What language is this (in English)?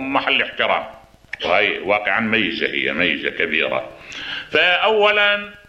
Mesopotamian Arabic